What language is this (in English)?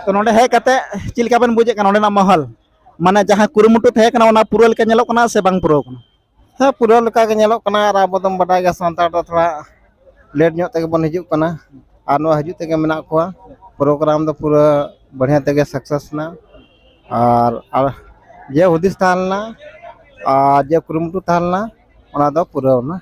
Santali